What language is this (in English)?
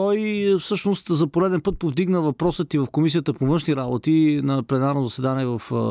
Bulgarian